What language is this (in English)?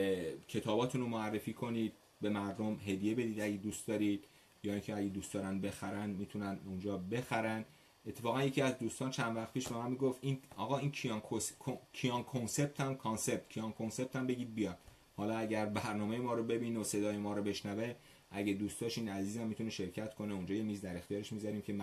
Persian